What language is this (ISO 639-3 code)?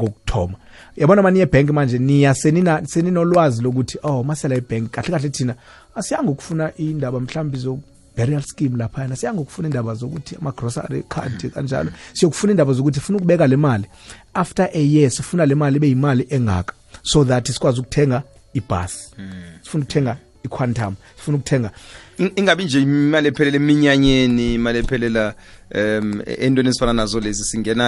nbl